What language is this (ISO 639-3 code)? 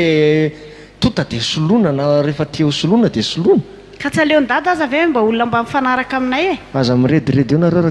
mlg